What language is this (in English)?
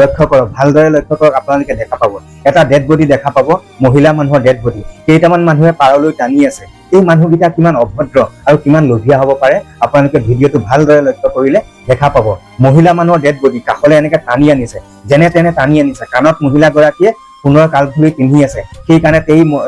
Assamese